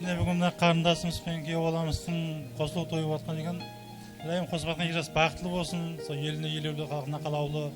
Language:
Kara-Kalpak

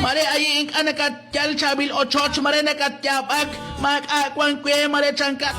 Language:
Kekchí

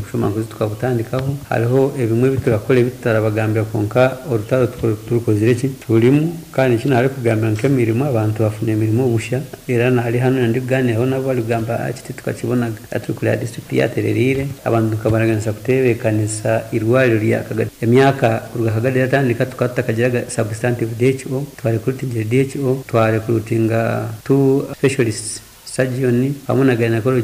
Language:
Nyoro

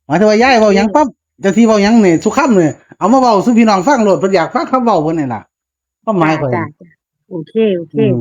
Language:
Northeastern Thai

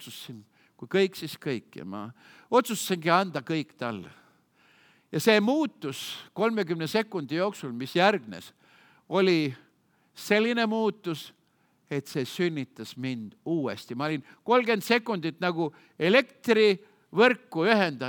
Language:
Estonian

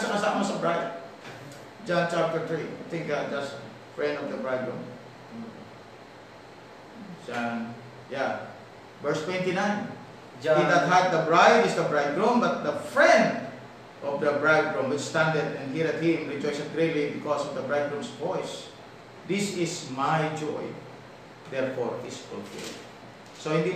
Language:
Filipino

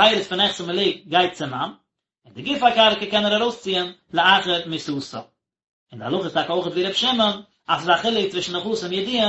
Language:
Yiddish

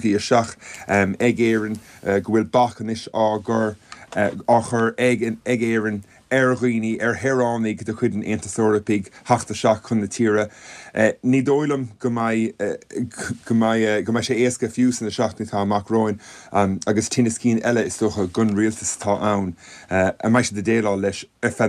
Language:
Irish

